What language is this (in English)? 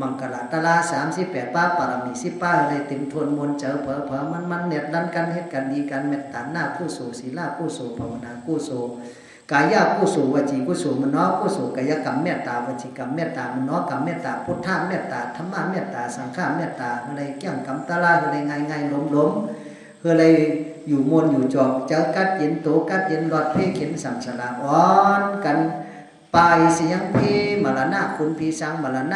Shan